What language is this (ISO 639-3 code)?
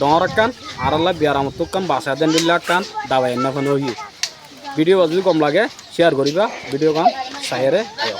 rhg